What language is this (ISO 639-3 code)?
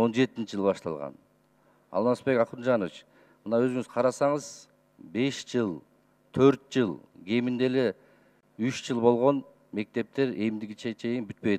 kir